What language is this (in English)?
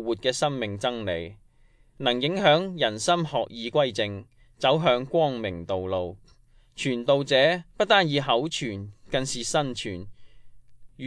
Cantonese